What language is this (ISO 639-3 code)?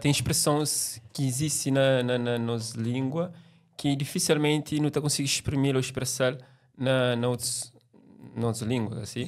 kea